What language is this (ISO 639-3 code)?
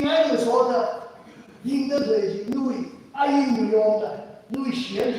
nmf